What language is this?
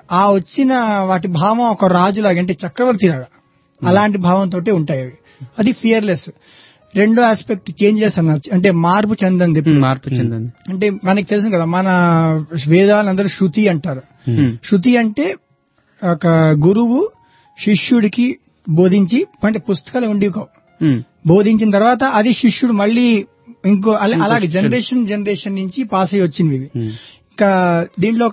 Telugu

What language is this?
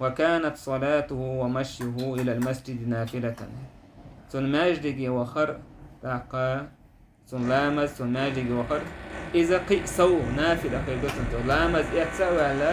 Chechen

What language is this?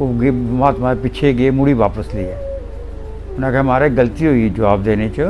Dogri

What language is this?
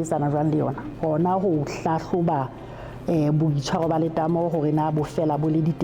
Southern Sotho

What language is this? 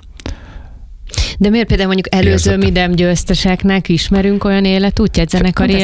Hungarian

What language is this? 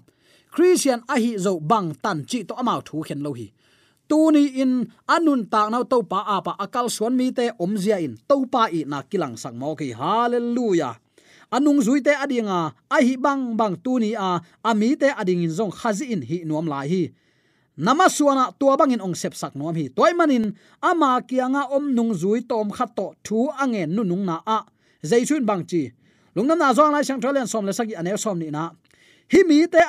Tedim Chin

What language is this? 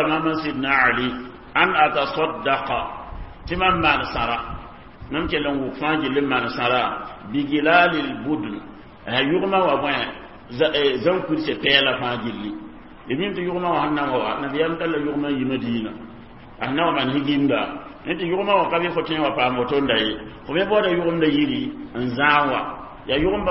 Mossi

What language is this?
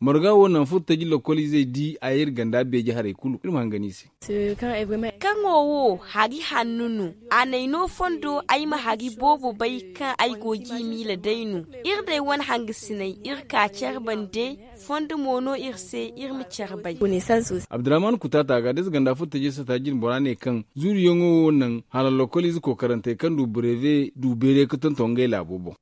Zarma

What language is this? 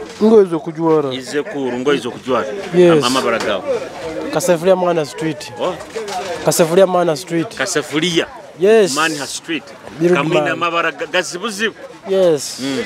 Nyoro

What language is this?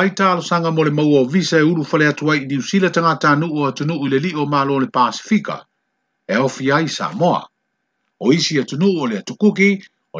Samoan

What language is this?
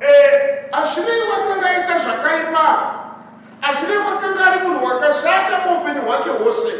Shona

